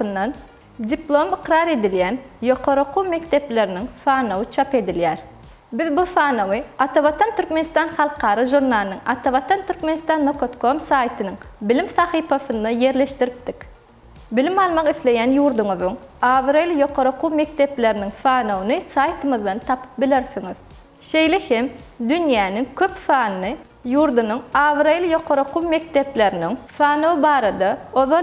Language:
Turkmen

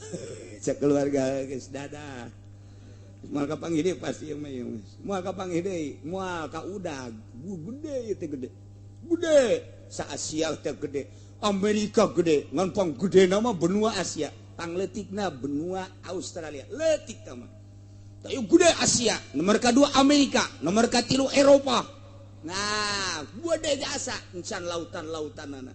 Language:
Sundanese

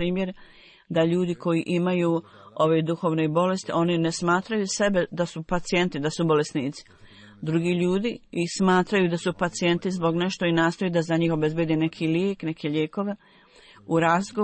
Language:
Bosnian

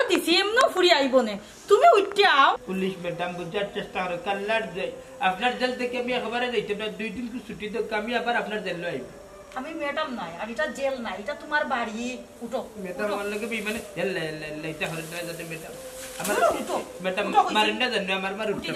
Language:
Sylheti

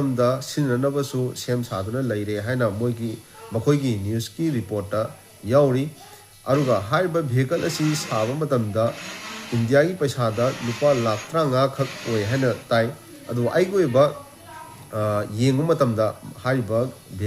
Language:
Manipuri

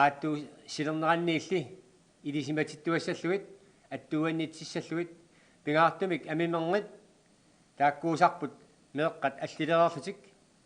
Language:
Kalaallisut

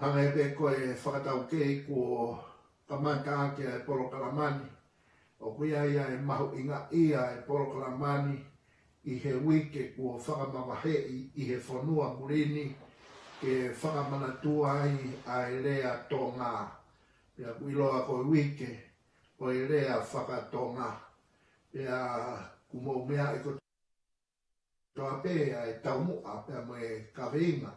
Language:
Tongan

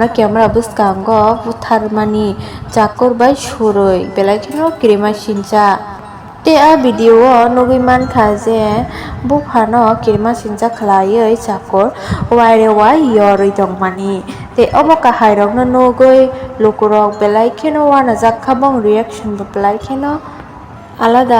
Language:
Kok Borok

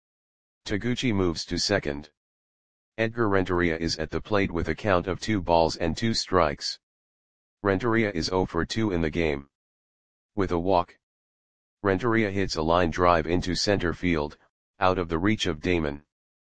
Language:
English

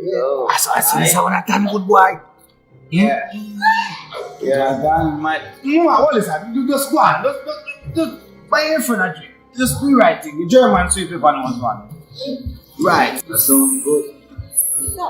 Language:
Jamaican Creole English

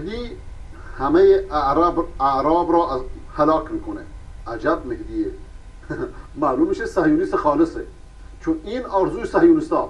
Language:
Persian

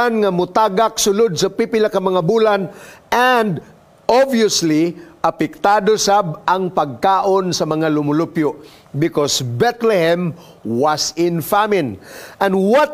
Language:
Cebuano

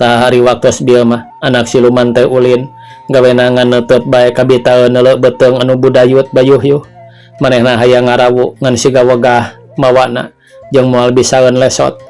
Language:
Sundanese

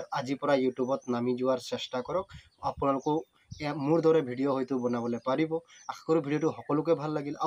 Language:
Assamese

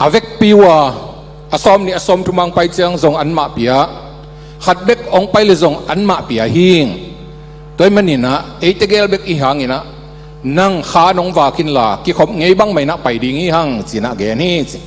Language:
Tedim Chin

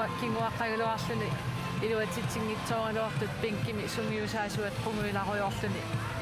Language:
Kalaallisut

